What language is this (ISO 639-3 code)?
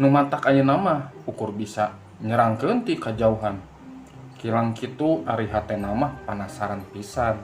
sun